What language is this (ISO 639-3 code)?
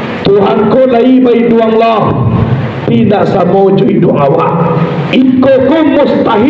min